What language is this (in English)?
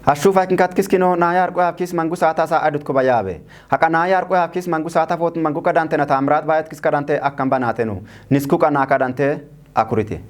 Kafa